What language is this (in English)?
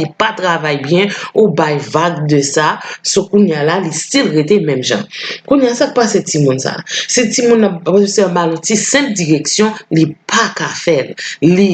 Haitian Creole